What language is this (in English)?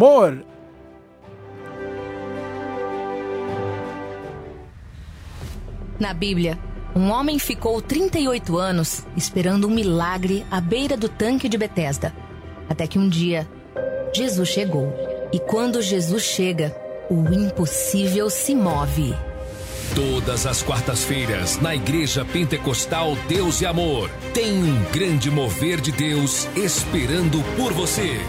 Portuguese